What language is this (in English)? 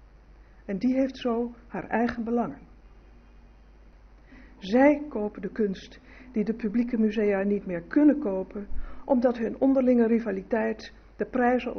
Dutch